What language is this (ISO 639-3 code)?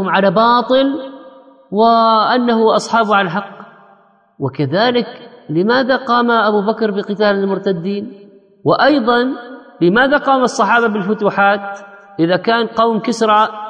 ara